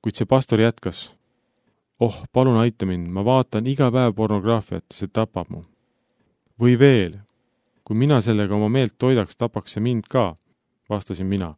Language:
Estonian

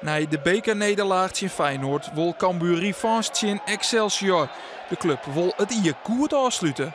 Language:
Western Frisian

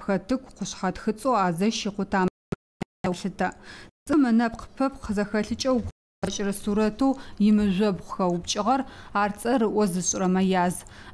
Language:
Adyghe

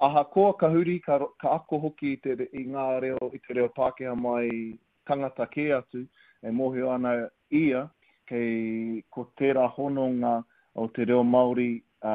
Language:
Māori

